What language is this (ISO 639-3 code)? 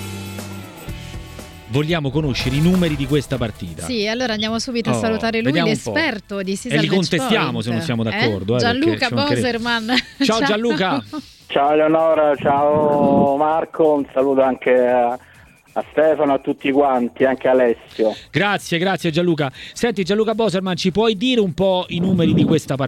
ita